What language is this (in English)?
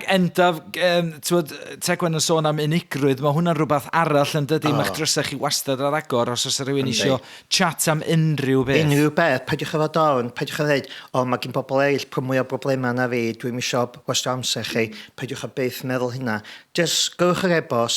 Welsh